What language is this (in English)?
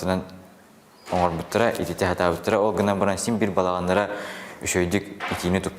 Yakut